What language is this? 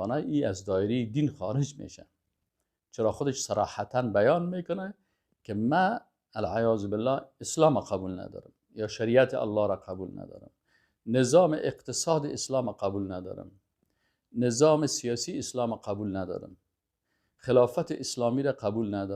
Persian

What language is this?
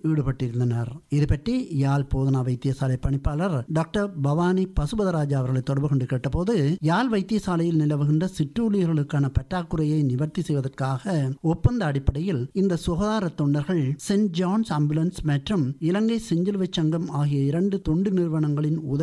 Tamil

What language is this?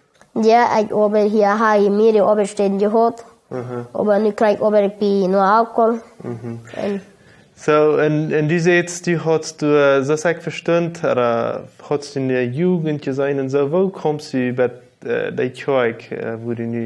Plautdietsch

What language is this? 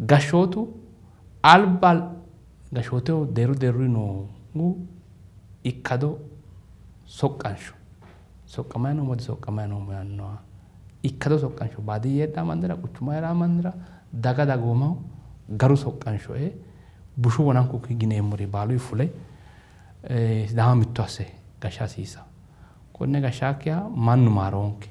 Sidamo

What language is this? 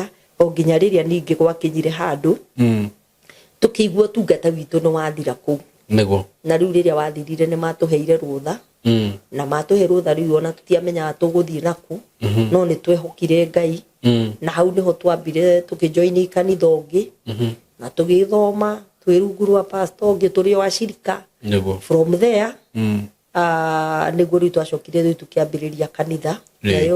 Kikuyu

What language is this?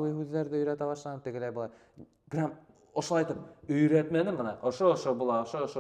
Bashkir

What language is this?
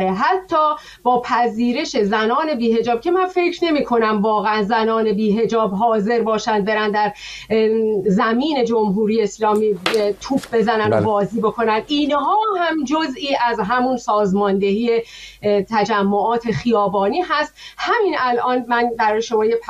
Persian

